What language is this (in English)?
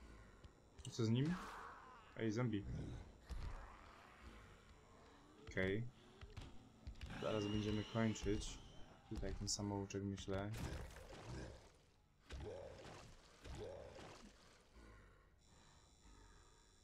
Polish